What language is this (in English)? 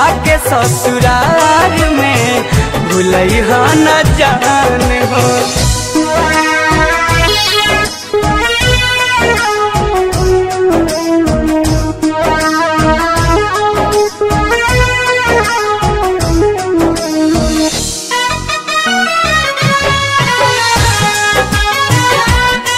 Bhojpuri